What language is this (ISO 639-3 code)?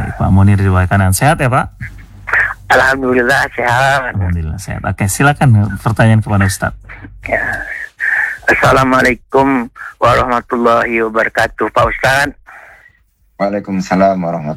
ind